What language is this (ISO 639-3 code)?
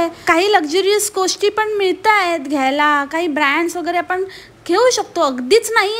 mar